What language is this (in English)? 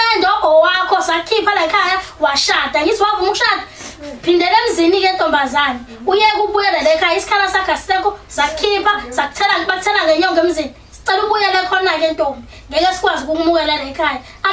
Zulu